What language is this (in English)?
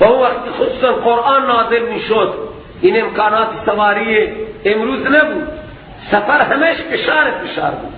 Persian